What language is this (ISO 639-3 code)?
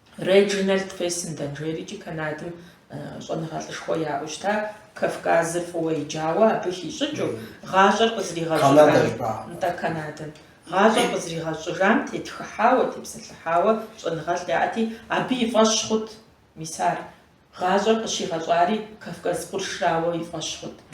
kbd